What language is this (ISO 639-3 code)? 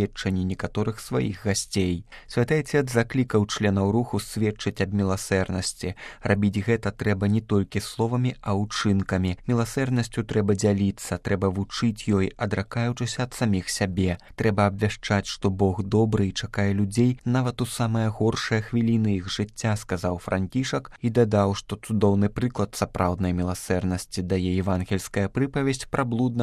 bel